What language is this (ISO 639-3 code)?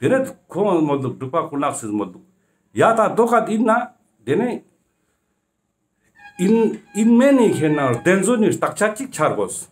lbj